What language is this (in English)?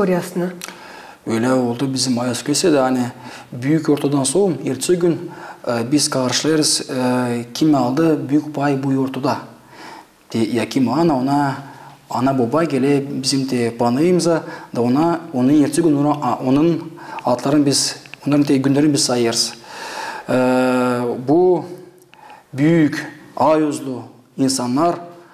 Gagauz